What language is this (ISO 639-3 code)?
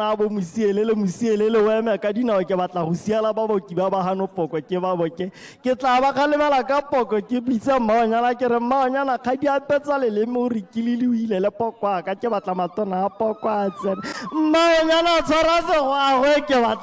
tsn